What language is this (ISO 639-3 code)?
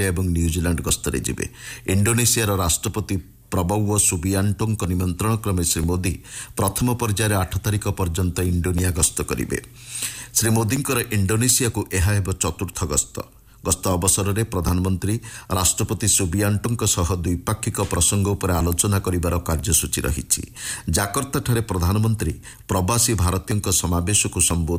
ori